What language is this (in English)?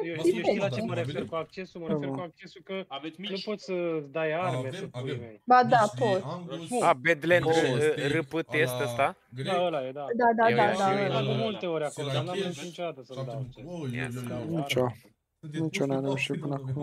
Romanian